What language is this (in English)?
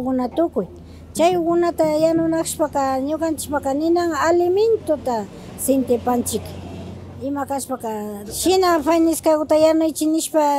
Imbabura Highland Quichua